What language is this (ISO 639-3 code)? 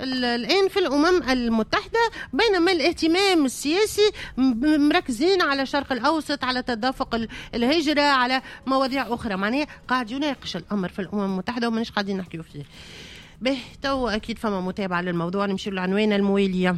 aeb